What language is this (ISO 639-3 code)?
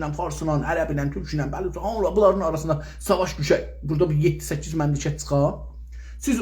azb